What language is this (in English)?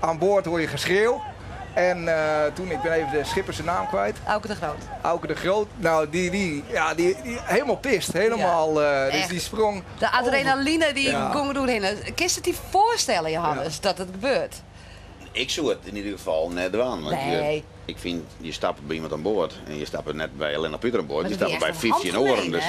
Western Frisian